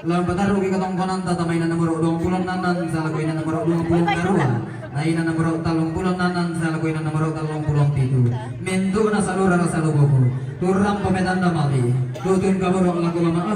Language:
Toraja-Sa'dan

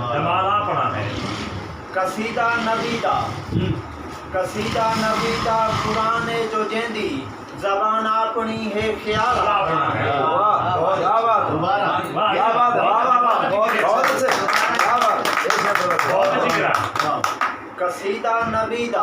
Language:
Saraiki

